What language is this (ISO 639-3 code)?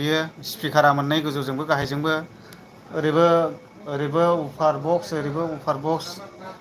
brx